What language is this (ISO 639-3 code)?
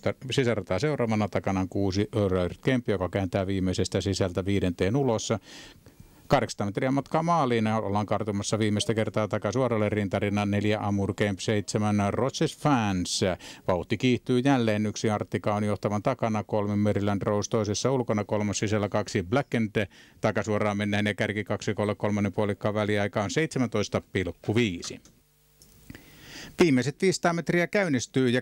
fin